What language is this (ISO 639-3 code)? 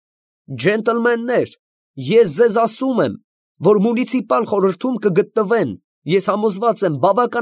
hye